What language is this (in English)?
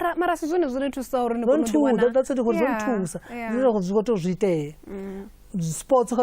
Venda